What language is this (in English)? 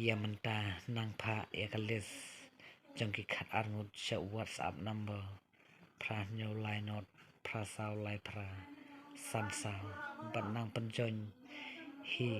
Khasi